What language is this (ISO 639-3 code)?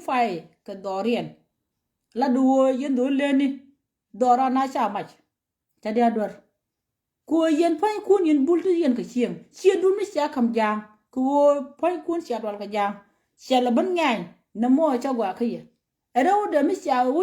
nus